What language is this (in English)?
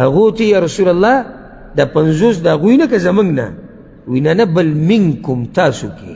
Pashto